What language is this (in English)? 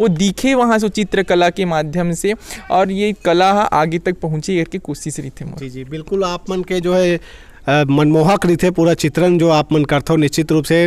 Chhattisgarhi